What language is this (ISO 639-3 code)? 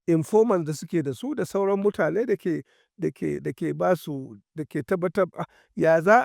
hau